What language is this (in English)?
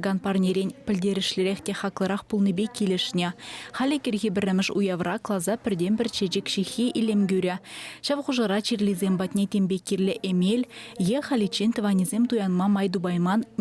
Chuvash